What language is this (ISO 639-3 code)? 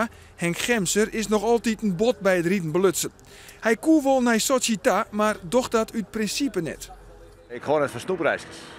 fry